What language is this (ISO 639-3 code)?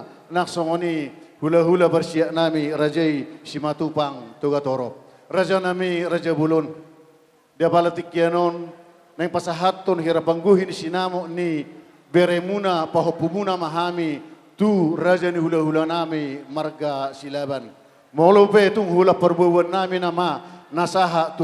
bbc